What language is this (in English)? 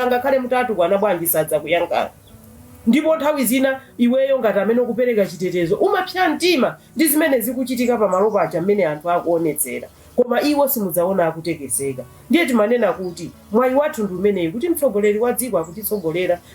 Nyanja